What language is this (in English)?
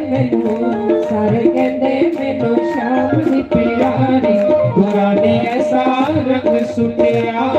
Dogri